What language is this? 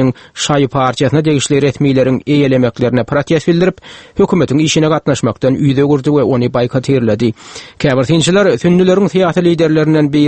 Turkmen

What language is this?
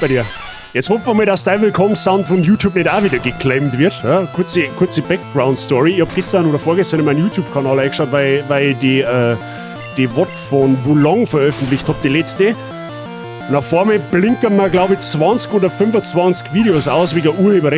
Bavarian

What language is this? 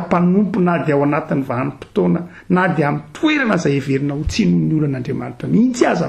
Malagasy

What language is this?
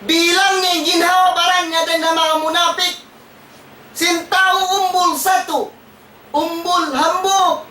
Tausug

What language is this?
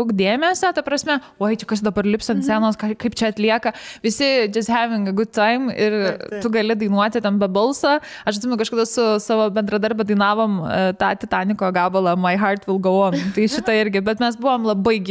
Lithuanian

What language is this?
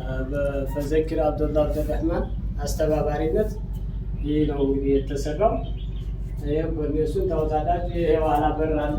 Amharic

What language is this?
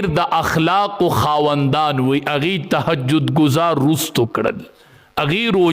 Pashto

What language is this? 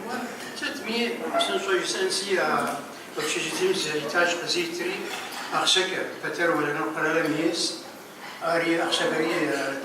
Kabardian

